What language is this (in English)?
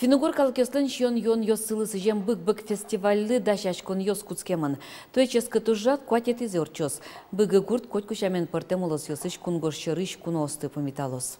Udmurt